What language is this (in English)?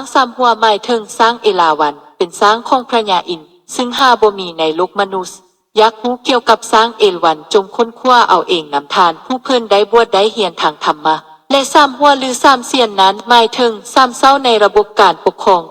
Lao